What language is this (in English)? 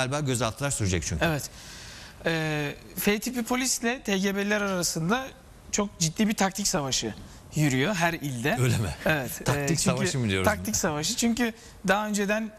Turkish